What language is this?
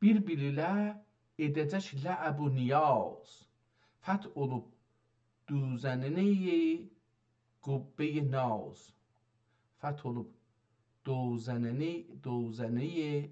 South Azerbaijani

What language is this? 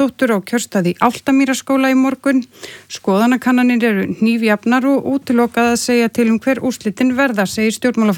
Icelandic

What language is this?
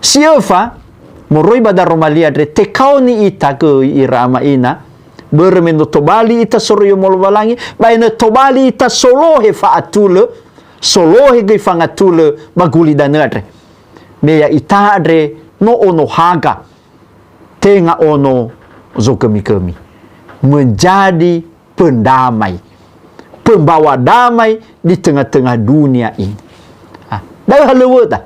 Nias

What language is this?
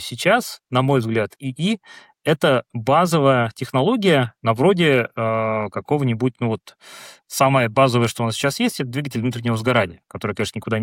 Russian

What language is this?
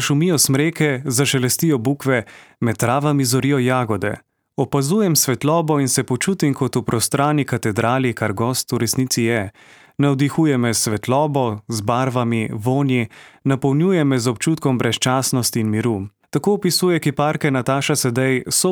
Slovenian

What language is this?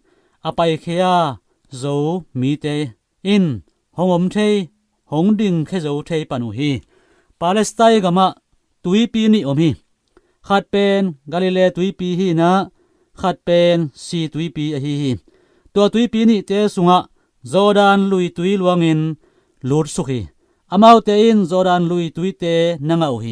Tedim Chin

